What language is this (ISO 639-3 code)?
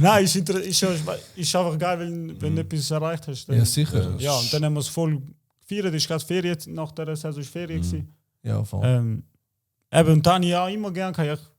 gsw